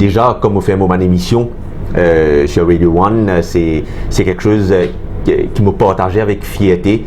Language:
Morisyen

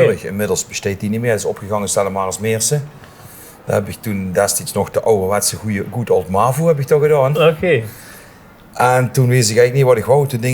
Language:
Limburgish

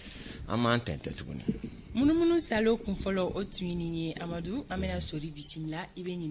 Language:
Bambara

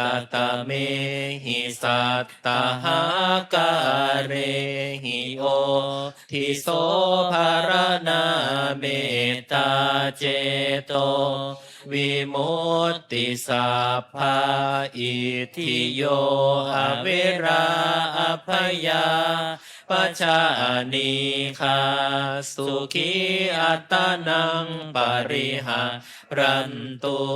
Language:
Pali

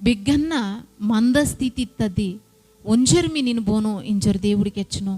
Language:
Koya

